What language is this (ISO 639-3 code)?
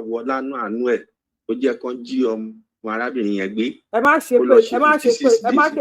yor